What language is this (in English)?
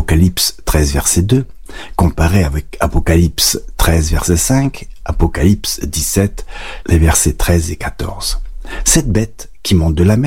French